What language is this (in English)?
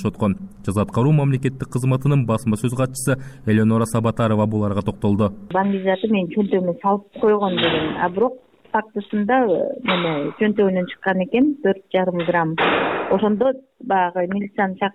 Kyrgyz